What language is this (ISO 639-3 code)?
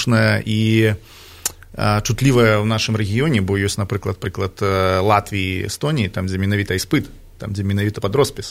bel